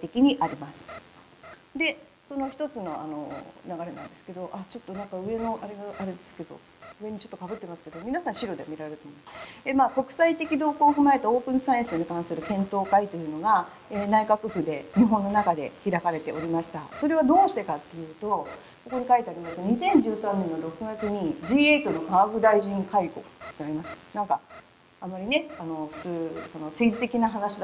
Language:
Japanese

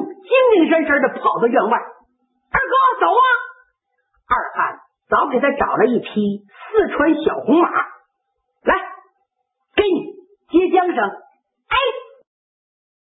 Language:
Chinese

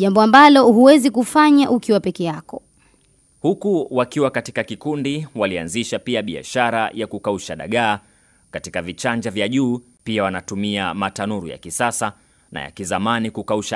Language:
Swahili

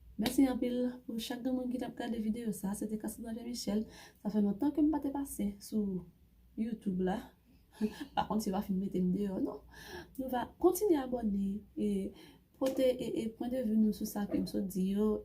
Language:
Haitian Creole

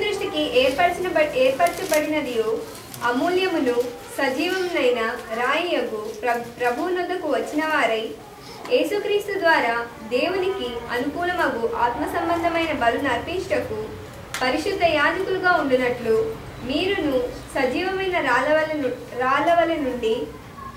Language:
Telugu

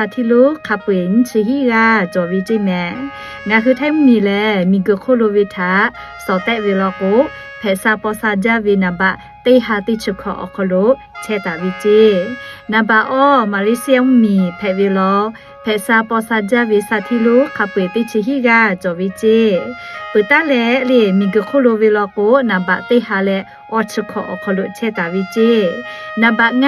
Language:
Lahu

